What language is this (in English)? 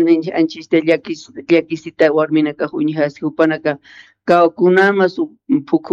Aymara